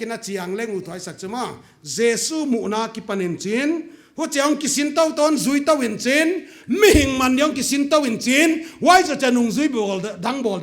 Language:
Paite Chin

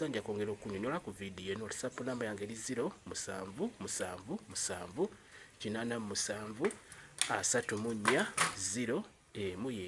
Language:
Ganda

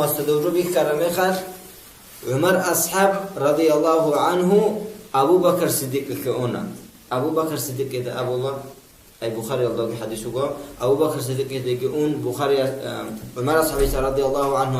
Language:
Avaric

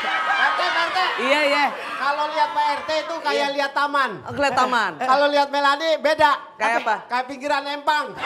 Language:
Betawi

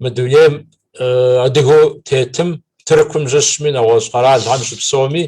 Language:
Kabardian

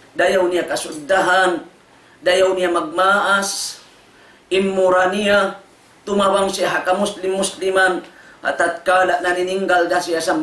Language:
Tausug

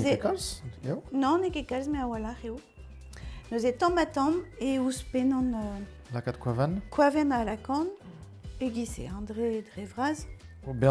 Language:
Breton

